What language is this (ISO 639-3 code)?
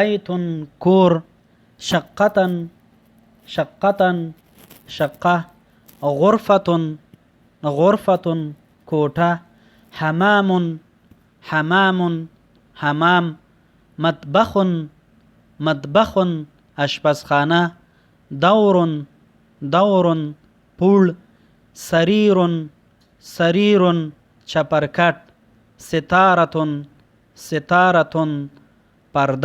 pus